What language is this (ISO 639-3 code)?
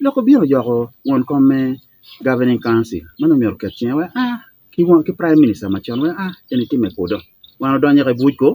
ach